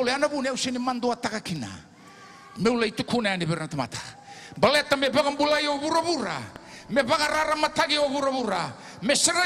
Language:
Fijian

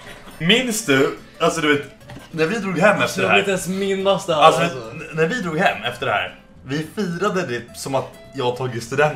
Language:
Swedish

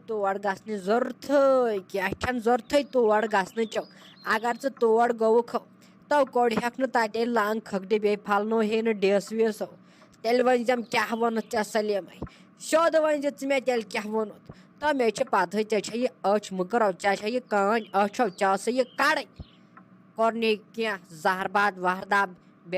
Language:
Kashmiri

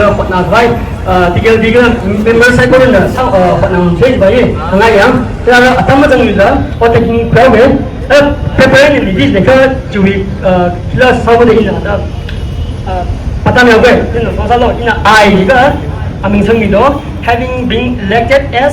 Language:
Tangkhul Naga (India)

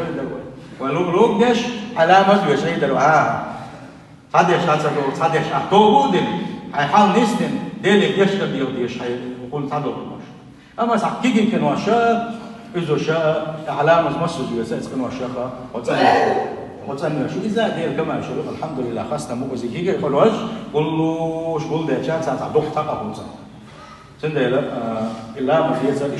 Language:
Chechen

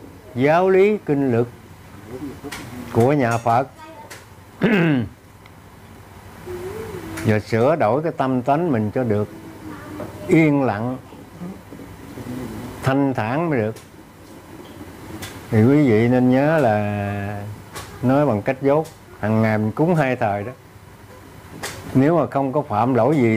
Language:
Vietnamese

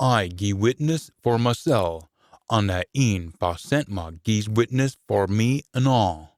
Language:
Scots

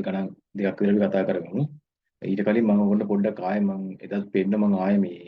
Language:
Sinhala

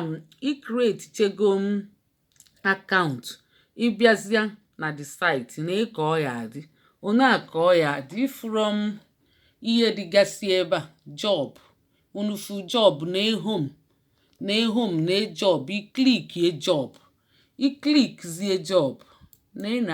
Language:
Igbo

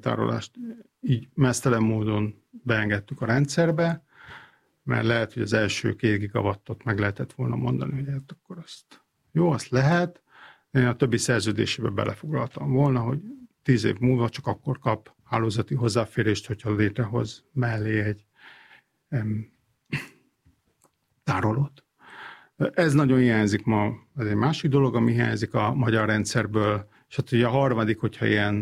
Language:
Hungarian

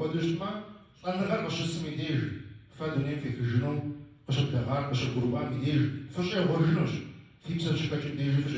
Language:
Kabardian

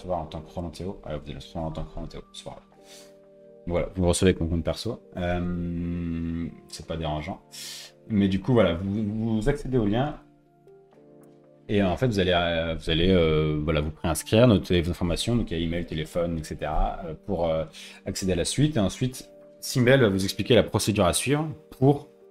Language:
French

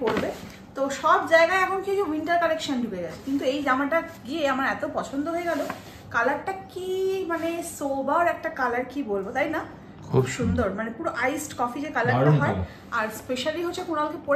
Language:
Bangla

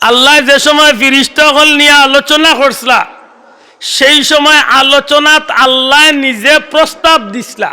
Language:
Sylheti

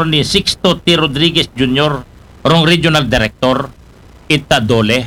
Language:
Aklanon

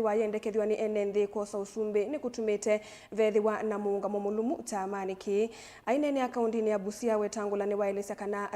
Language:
Kamba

